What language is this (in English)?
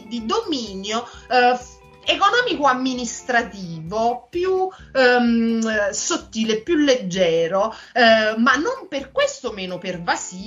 Italian